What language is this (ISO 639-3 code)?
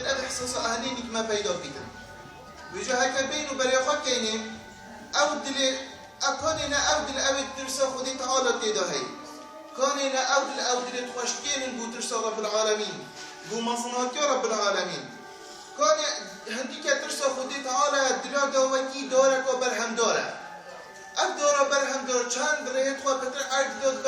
kur